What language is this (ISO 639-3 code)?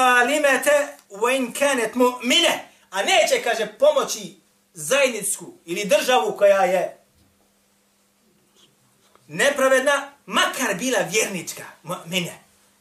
bos